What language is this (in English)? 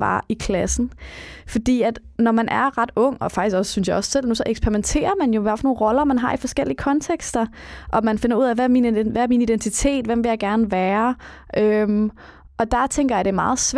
Danish